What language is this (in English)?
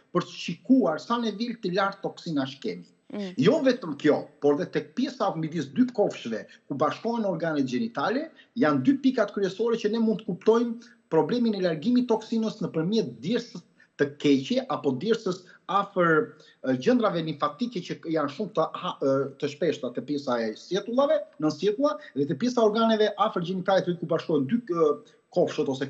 Albanian